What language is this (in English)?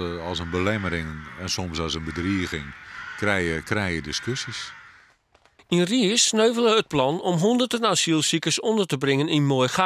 Western Frisian